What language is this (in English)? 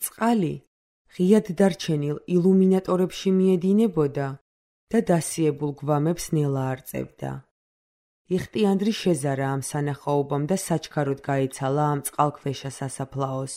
Georgian